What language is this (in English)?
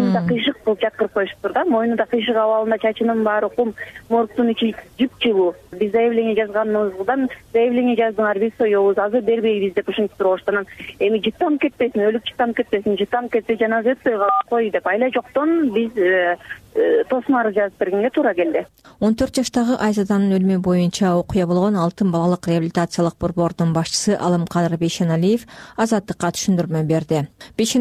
Kyrgyz